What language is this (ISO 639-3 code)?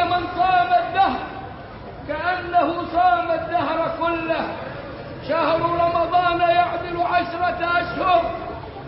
ara